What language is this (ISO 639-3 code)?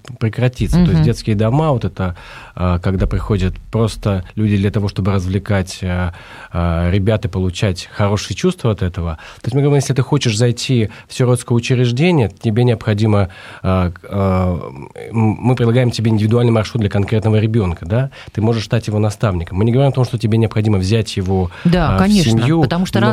rus